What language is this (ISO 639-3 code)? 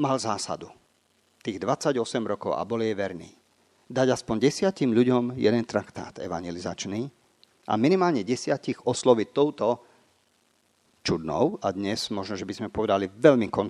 slk